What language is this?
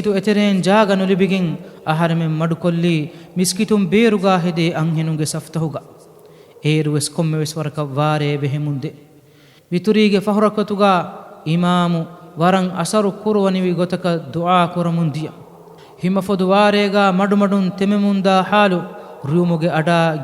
Divehi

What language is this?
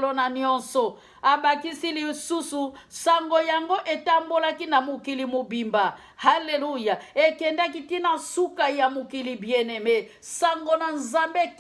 Lingala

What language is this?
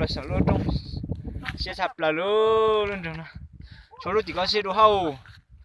Hmong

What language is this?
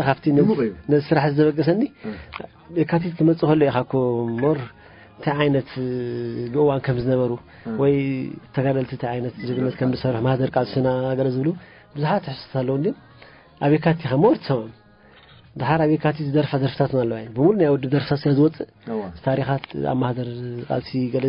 Tigrinya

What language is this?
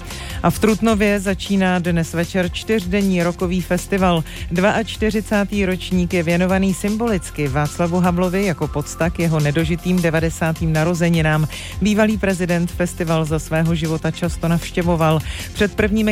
Czech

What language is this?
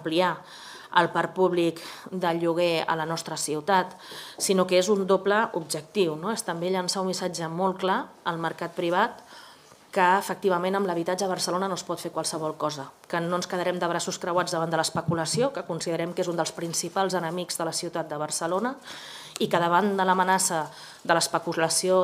Catalan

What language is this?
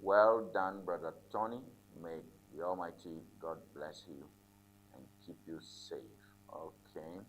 Ewe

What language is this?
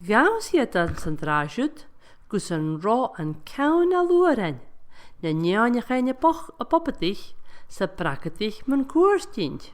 Scottish Gaelic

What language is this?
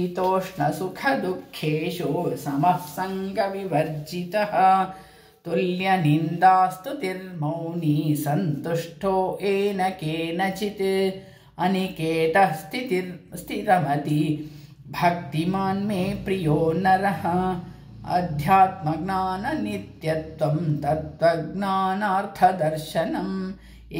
Sanskrit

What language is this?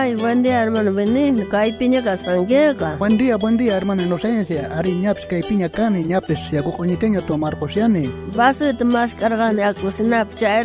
South Bolivian Quechua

